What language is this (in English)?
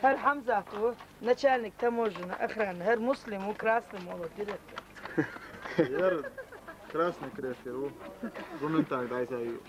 Chechen